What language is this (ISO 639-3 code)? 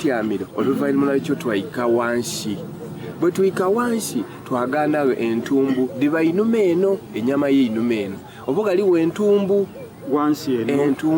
xog